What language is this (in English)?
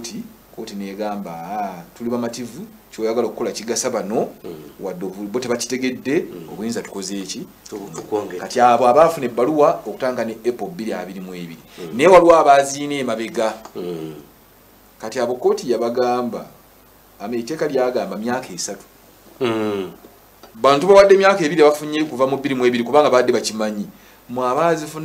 Ganda